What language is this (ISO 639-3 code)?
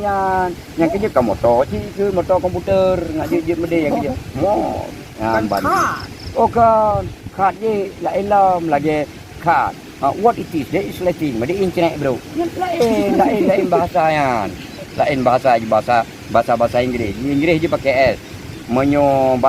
ace